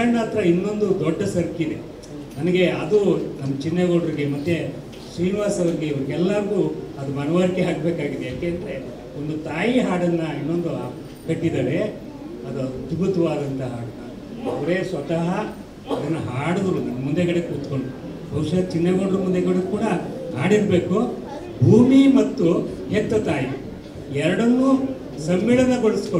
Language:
Kannada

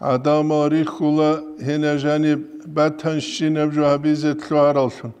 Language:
Avaric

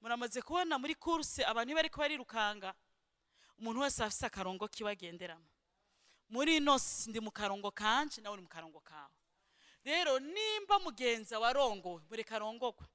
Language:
Rundi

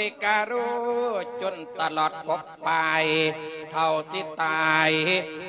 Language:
Lao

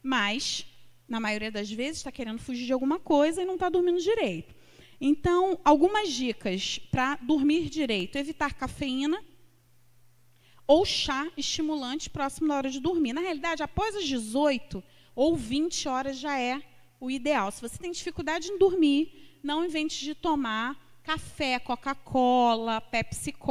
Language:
Portuguese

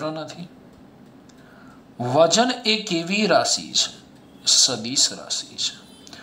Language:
Gujarati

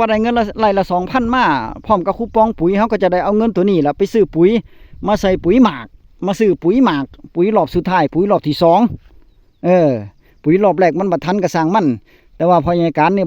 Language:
Northeastern Thai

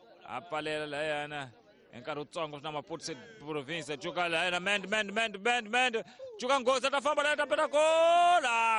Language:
Tsonga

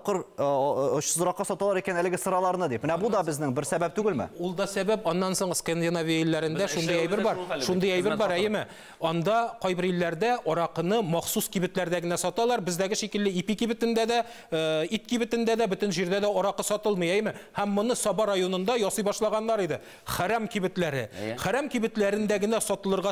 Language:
Tatar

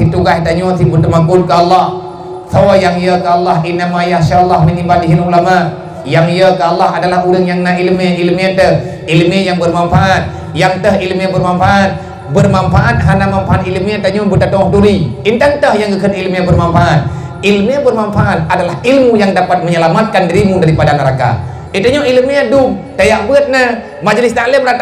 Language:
Achinese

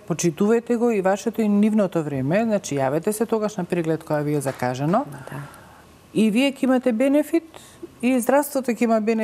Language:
Macedonian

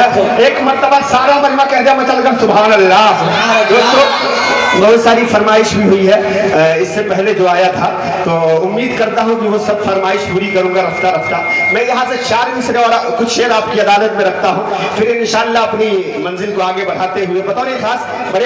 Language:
Urdu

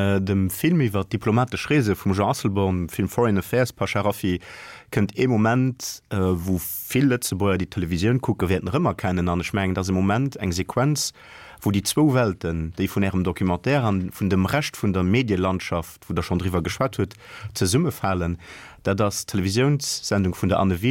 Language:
Luxembourgish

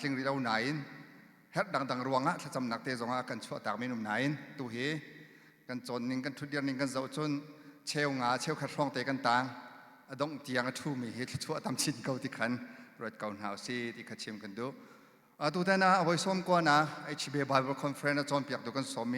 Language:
Hakha Chin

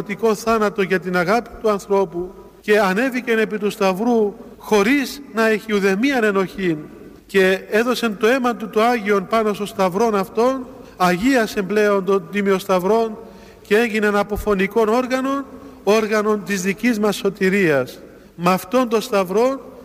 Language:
Greek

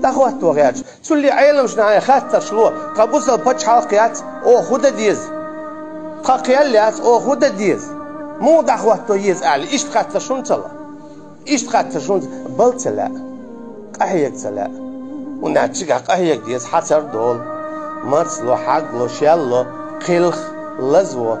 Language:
Chechen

